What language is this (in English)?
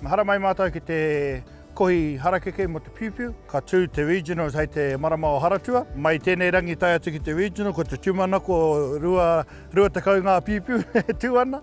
Māori